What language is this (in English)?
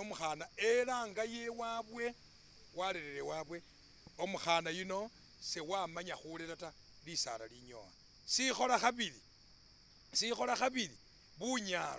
Masaaba